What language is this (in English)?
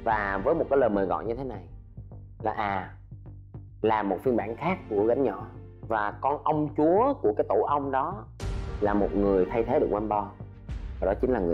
Vietnamese